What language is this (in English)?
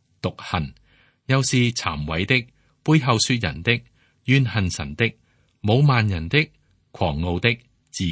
Cantonese